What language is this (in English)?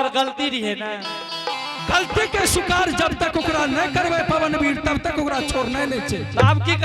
Angika